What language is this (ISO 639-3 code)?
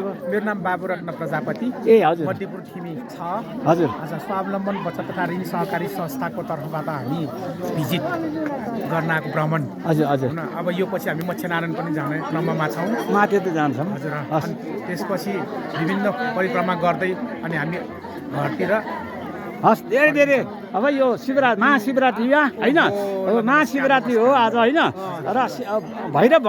nep